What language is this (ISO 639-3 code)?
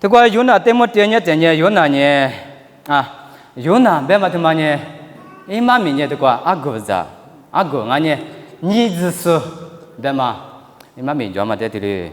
lis